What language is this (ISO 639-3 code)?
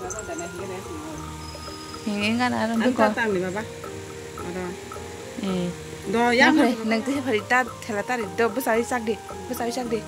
trp